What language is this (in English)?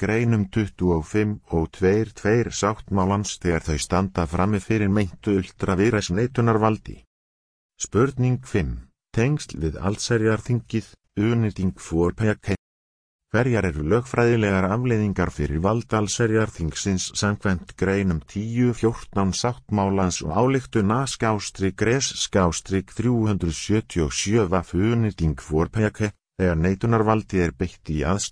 Icelandic